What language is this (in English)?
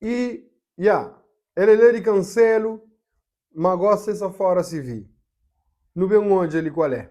Kabuverdianu